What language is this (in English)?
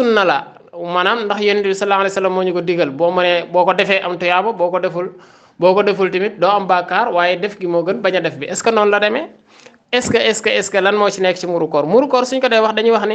Wolof